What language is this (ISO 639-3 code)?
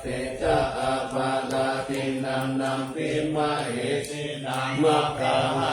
pli